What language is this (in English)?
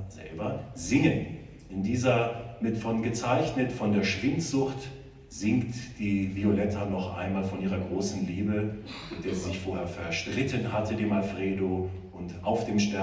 German